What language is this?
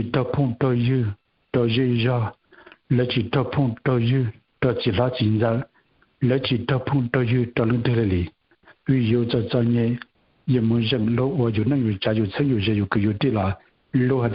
Hmong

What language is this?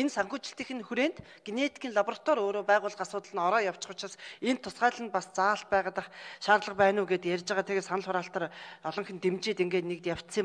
Mongolian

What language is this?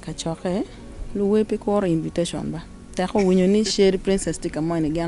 Acoli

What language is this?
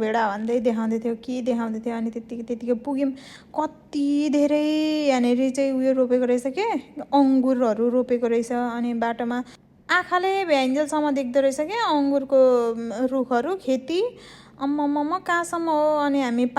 Nepali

